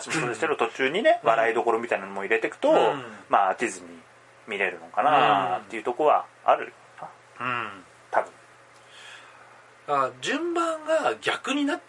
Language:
Japanese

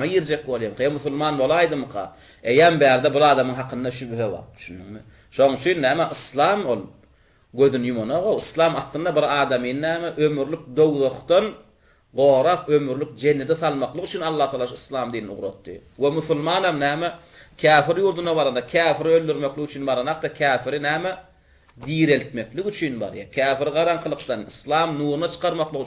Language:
Turkmen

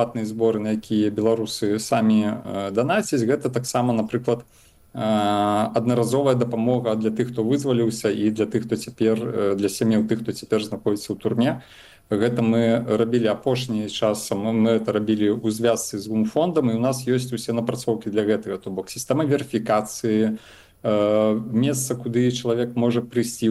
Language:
Belarusian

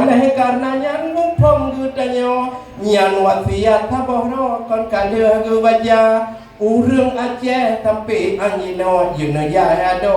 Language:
Achinese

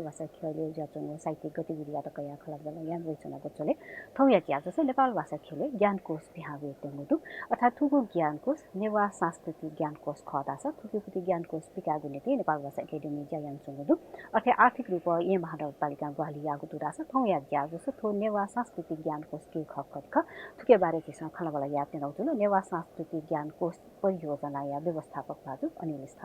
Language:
Newari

